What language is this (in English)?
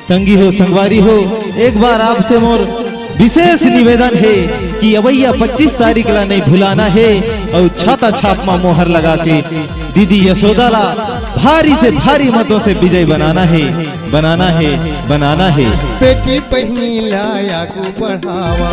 Chhattisgarhi